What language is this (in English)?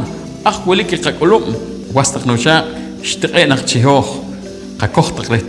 Poqomchi'